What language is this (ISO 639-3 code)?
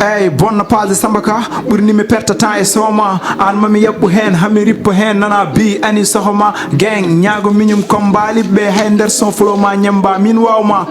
ful